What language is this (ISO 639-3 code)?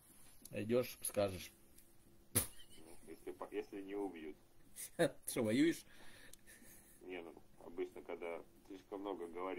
rus